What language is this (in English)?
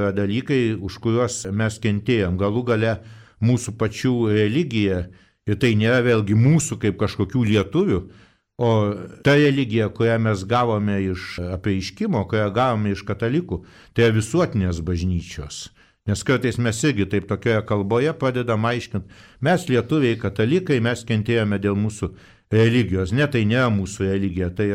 Lithuanian